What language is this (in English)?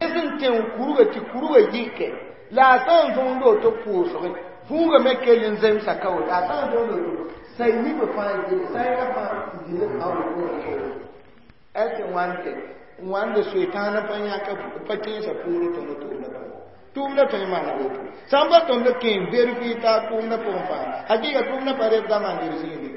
Mossi